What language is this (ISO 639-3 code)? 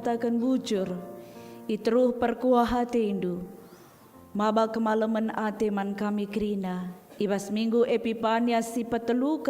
btx